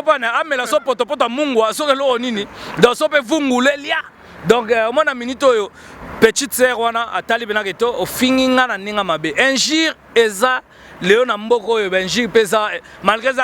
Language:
Lingala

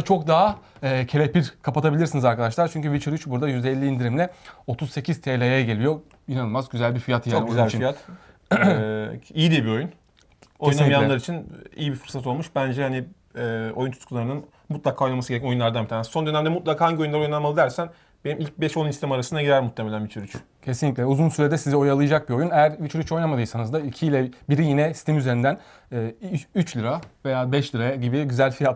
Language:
Turkish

